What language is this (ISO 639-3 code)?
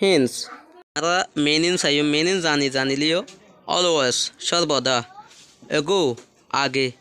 rhg